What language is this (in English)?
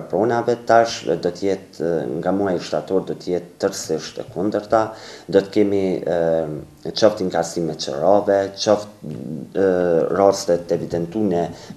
Albanian